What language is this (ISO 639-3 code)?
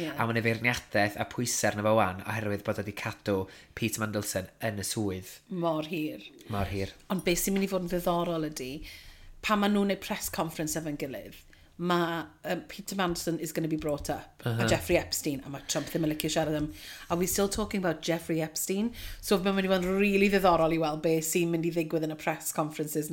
cym